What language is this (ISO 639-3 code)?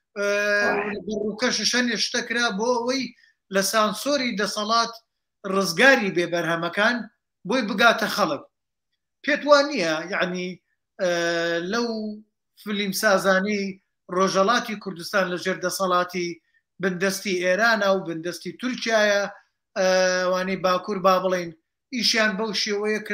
ckb